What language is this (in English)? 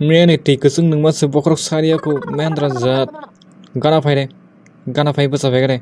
Kok Borok